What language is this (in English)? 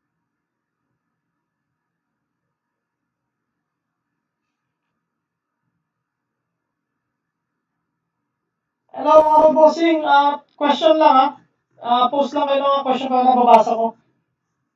Filipino